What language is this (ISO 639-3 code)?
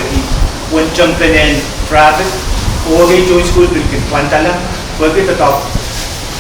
pon